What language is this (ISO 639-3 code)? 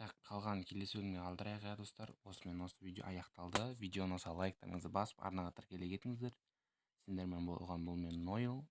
kaz